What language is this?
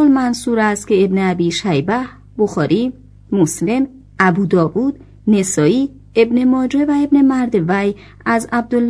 Persian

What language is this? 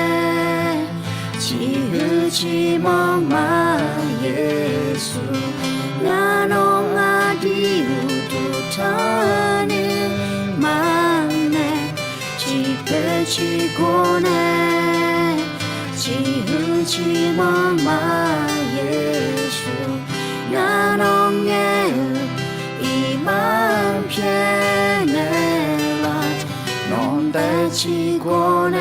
Akha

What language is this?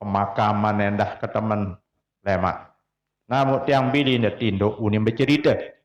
Sasak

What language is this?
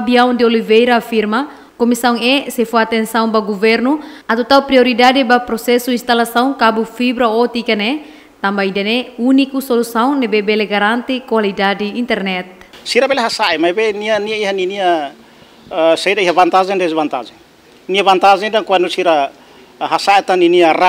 Tetum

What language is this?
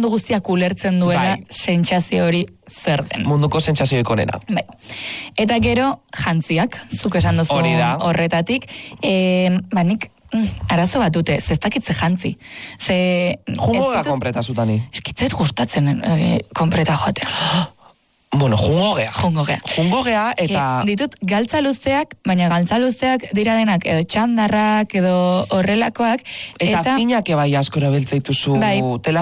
Basque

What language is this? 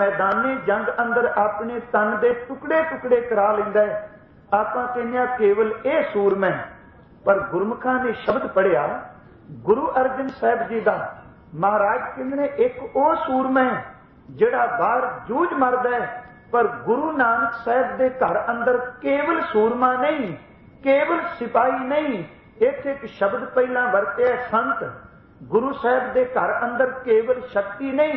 Punjabi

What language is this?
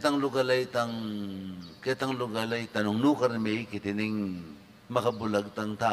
Pampanga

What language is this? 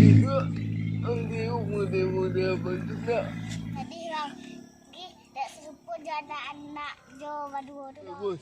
Minangkabau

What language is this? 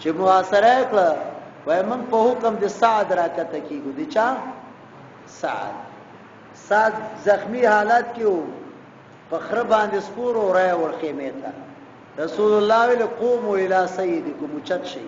Pashto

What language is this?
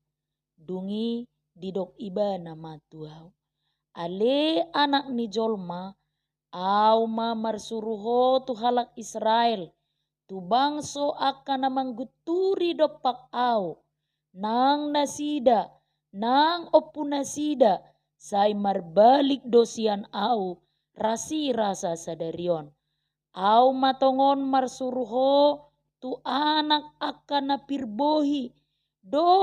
Batak Toba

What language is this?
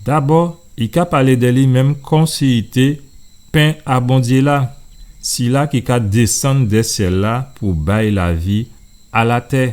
Guadeloupean Creole French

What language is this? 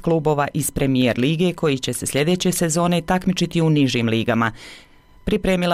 Bosnian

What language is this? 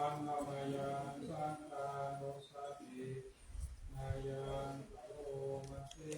Pali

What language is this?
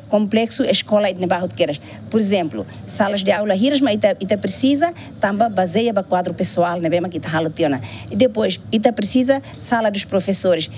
Tetum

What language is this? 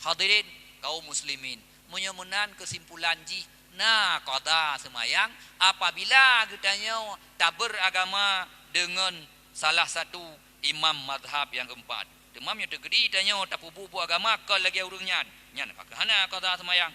Achinese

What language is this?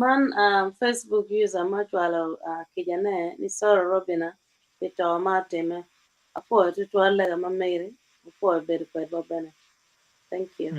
Acoli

